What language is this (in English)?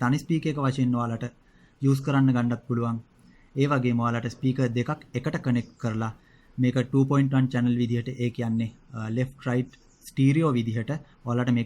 Sinhala